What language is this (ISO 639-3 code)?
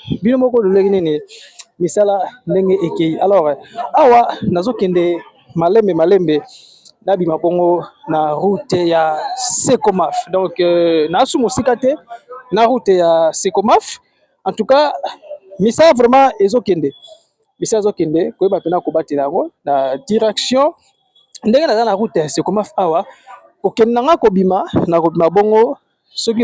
lin